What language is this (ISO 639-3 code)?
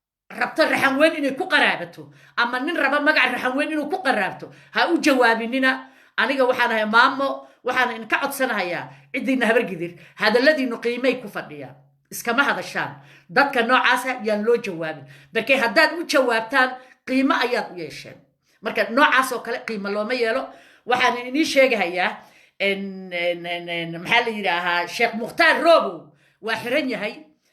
som